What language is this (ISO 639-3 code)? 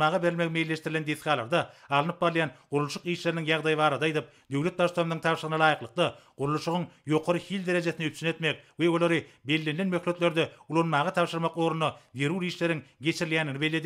tuk